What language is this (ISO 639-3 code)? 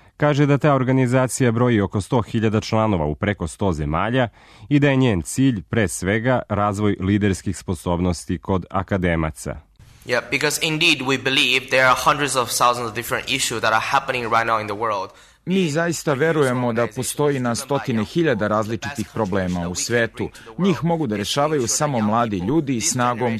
srp